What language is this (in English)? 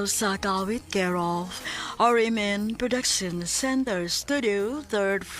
Cebuano